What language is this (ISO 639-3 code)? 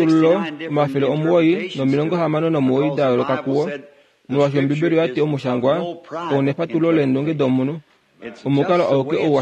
kua